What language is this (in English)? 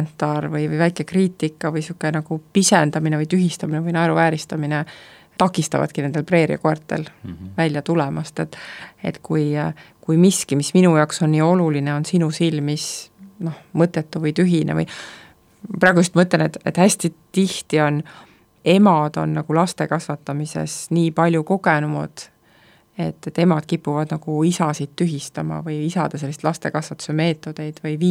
Estonian